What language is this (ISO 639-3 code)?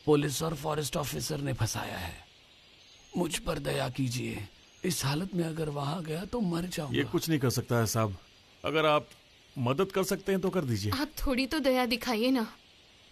hin